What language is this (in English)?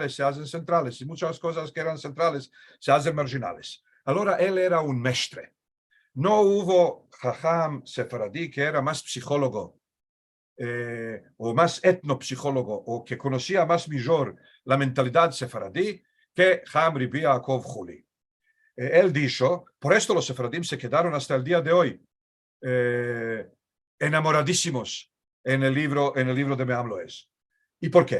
Ladino